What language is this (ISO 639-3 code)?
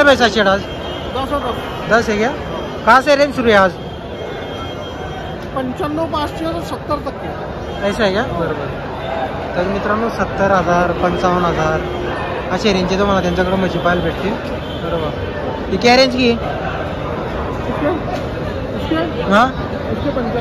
mar